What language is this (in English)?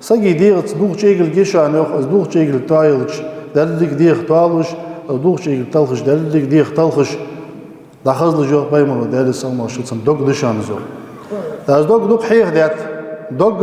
Ingush